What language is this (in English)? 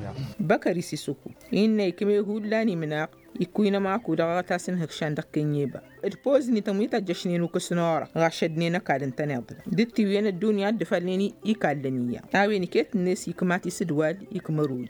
Tamasheq